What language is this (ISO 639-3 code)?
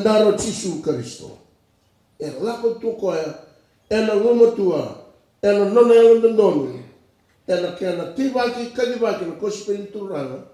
fij